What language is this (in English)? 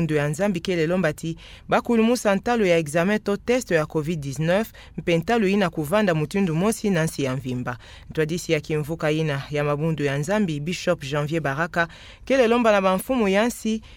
Kituba (Democratic Republic of Congo)